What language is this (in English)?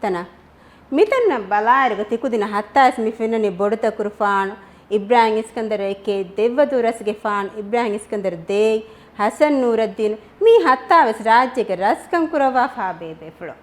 Divehi